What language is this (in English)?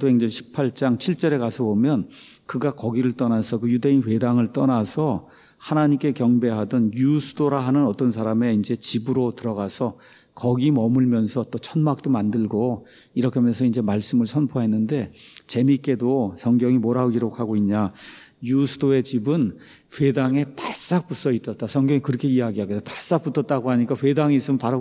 Korean